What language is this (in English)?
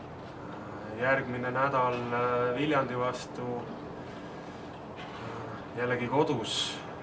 Estonian